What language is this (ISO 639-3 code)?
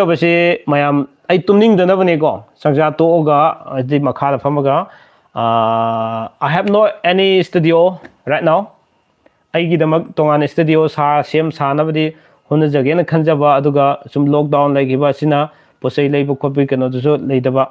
mni